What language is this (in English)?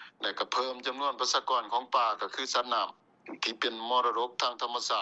Lao